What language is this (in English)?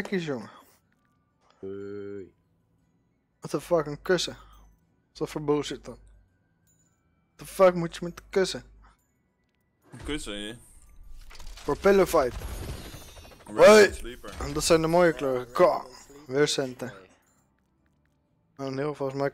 Dutch